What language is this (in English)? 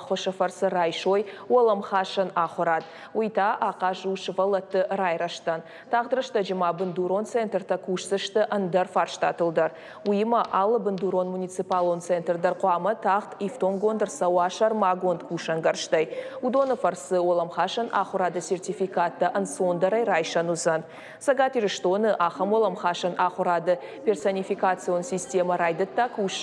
Ossetic